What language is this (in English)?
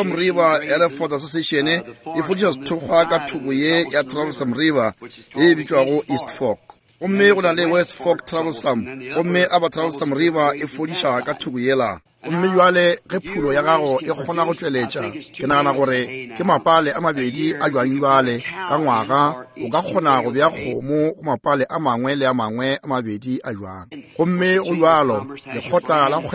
Northern Sotho